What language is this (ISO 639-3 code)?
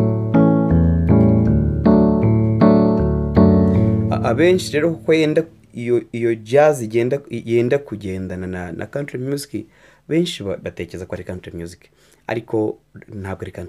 kin